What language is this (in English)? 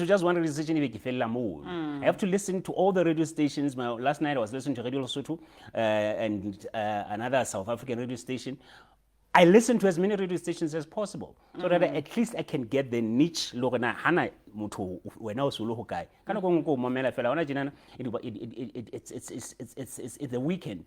Southern Sotho